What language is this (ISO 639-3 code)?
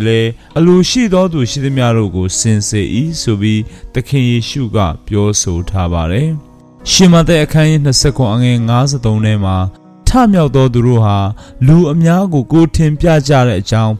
mya